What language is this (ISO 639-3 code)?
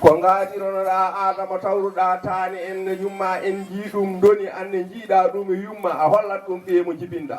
ful